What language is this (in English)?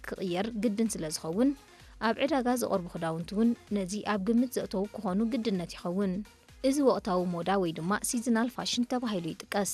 Tigrinya